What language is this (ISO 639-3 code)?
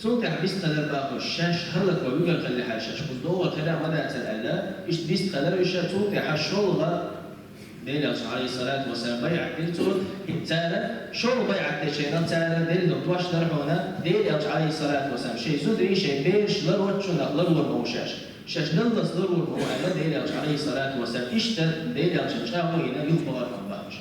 che